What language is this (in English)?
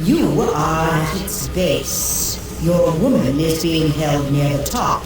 Bavarian